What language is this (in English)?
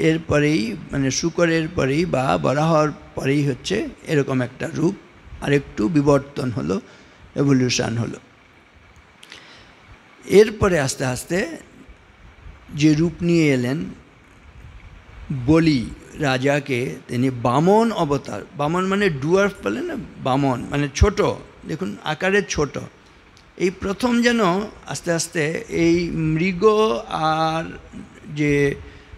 Bangla